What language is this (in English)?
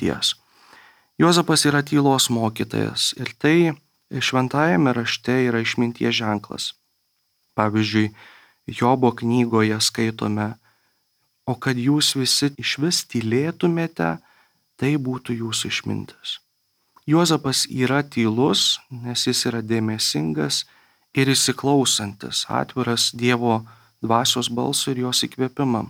Lithuanian